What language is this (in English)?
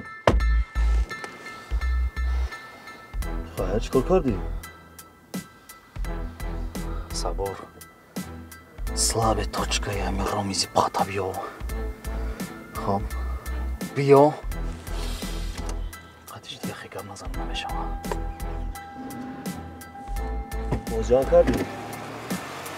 Persian